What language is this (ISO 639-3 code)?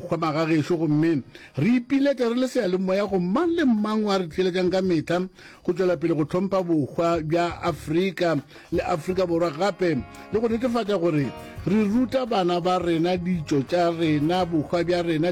nso